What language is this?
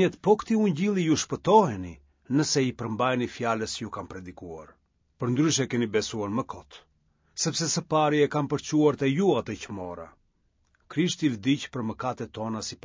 Albanian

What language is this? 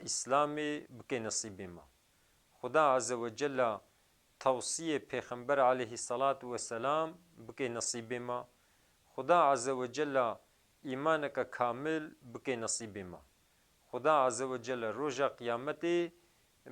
Kurdish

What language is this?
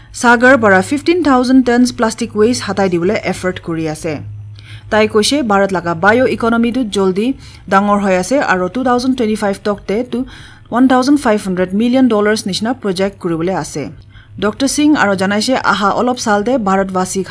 Naga Pidgin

